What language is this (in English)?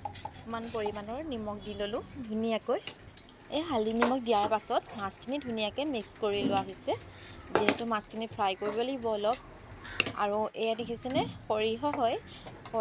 Assamese